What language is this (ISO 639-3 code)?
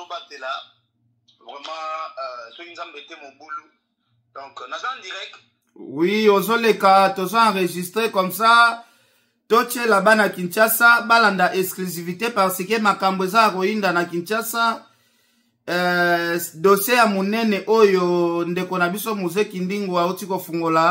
lin